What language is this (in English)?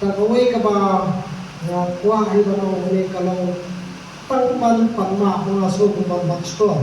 Khasi